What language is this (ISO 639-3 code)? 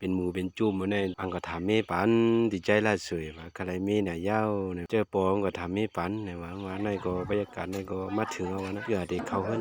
shn